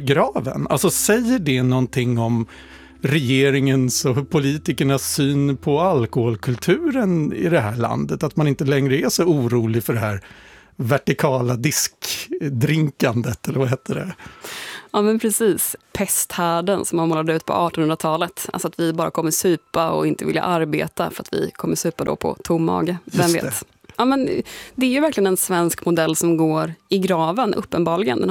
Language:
Swedish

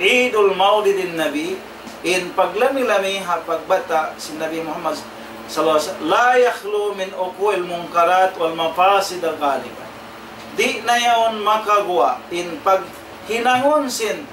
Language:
Tausug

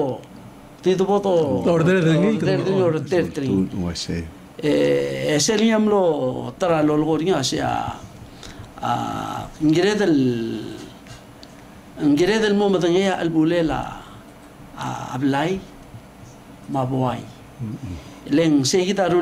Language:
Palauan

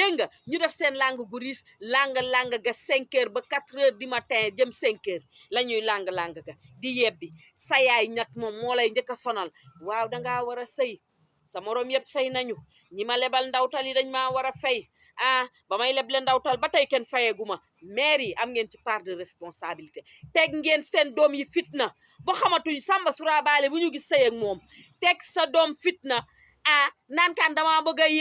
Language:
Wolof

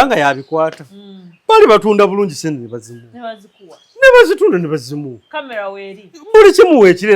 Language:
Ganda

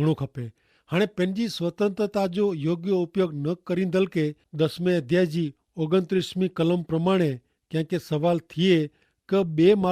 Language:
Kachhi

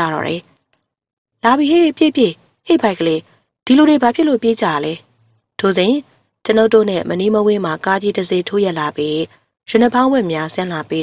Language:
Burmese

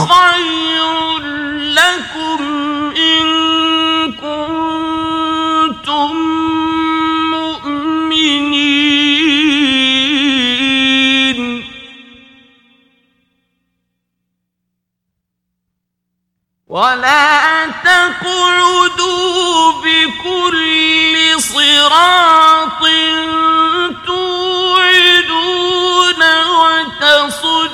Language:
Arabic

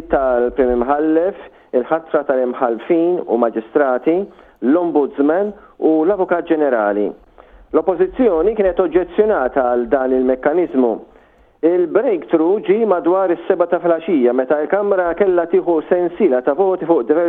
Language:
Maltese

